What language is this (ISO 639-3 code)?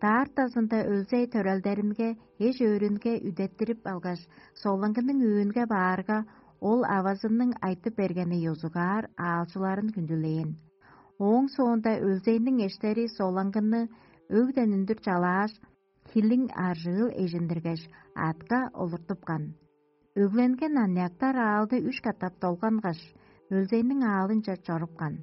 tyv